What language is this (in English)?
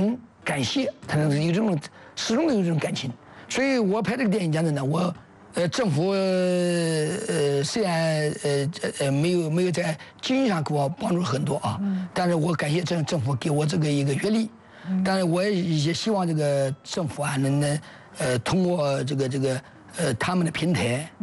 Chinese